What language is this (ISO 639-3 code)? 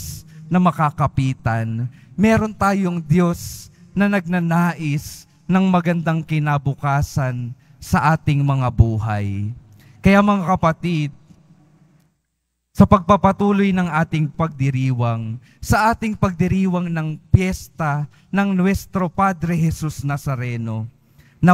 fil